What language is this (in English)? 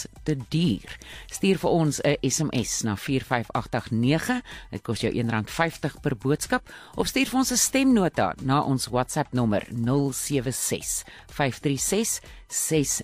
Afrikaans